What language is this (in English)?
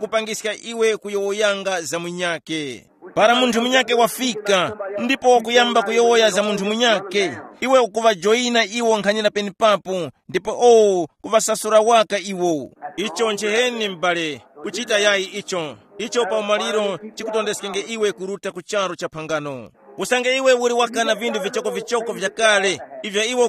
Tumbuka